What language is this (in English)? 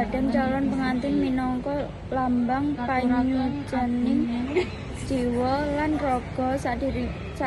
Javanese